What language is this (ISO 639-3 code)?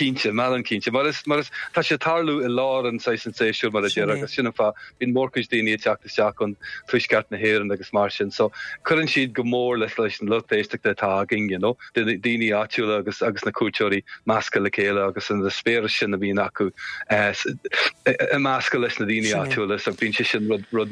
gle